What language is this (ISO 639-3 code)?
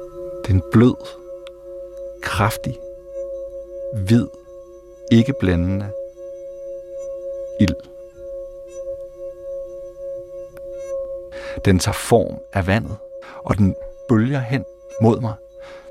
dan